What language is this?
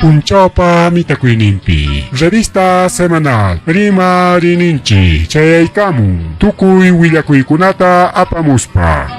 Ayacucho Quechua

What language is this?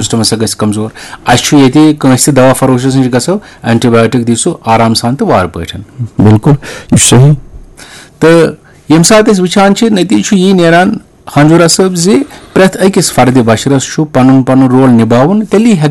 Kashmiri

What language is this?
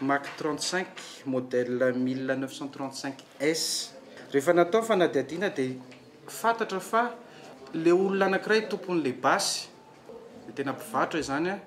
Malagasy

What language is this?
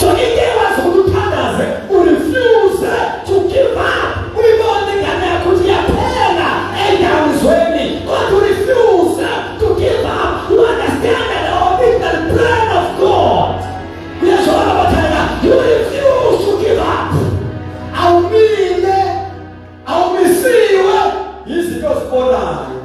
Zulu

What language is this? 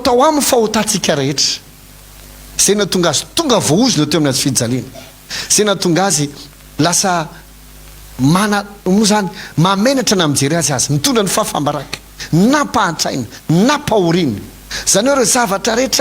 Malagasy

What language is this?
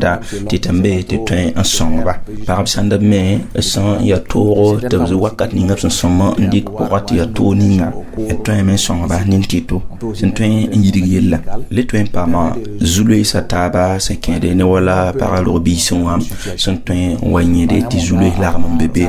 Mossi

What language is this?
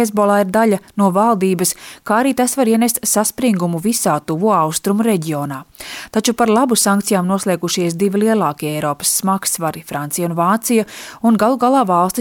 Latvian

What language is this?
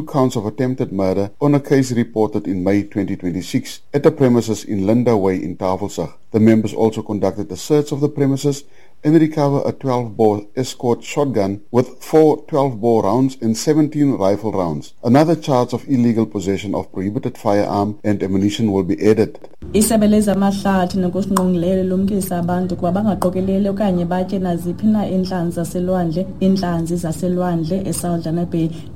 Xhosa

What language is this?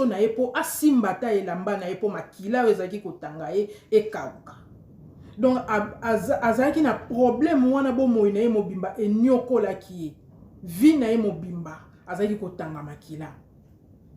Lingala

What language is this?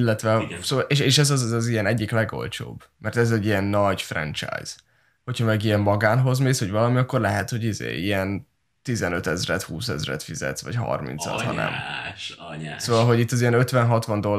Hungarian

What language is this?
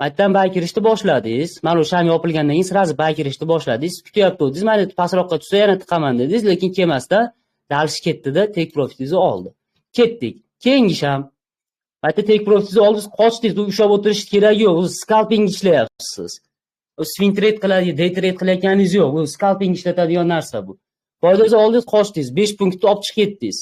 Uzbek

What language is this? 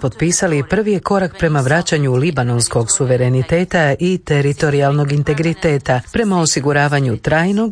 Croatian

